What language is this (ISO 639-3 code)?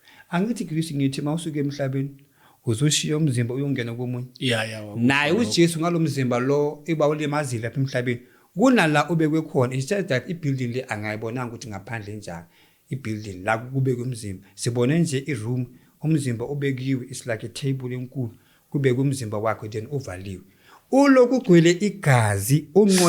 zul